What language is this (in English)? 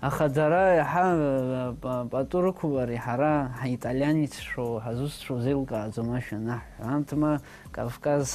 Abkhazian